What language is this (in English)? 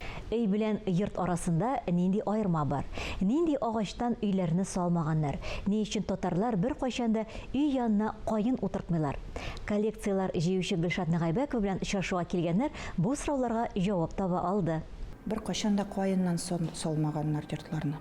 Tatar